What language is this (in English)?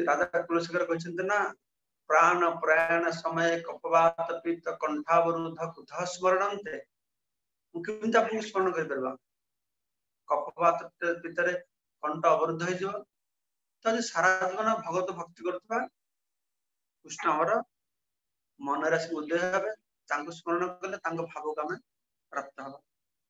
Odia